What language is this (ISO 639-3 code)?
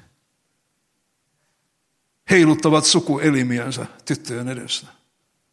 fin